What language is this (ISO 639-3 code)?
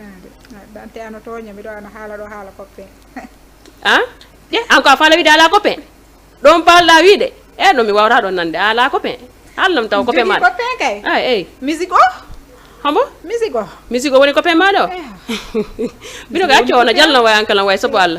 ful